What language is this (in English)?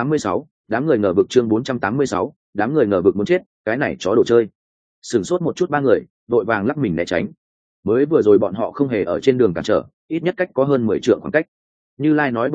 Vietnamese